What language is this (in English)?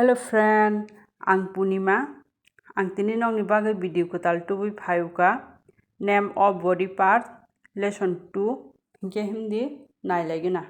Kok Borok